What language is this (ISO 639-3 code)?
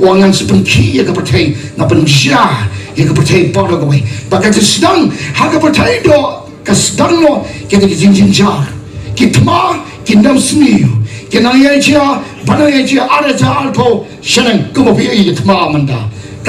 kha